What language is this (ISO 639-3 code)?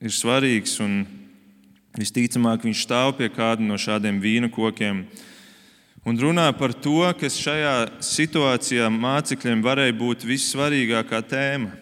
lav